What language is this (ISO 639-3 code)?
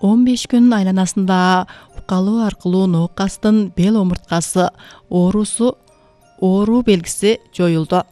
kir